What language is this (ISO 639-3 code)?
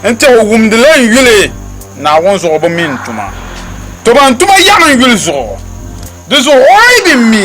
dag